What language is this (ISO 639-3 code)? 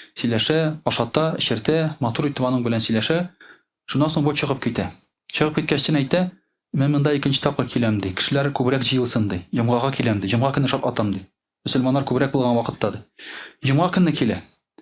tat